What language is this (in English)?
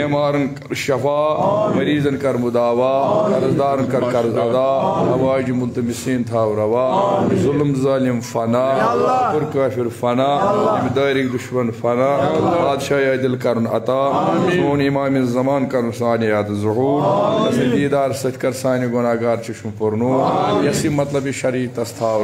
Kashmiri